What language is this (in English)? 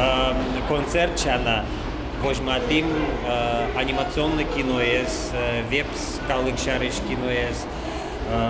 Udmurt